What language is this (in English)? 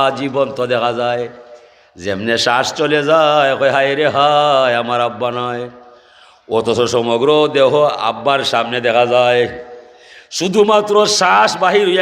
Sylheti